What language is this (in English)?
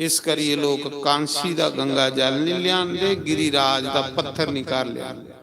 Dogri